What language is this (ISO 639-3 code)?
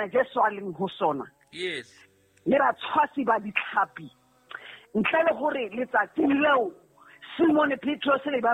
sot